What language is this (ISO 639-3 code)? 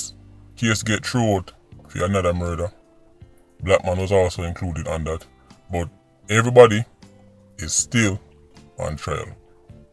jam